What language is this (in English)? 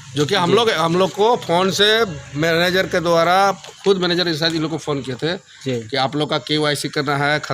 Santali